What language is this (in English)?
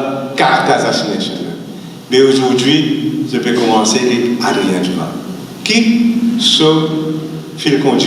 Morisyen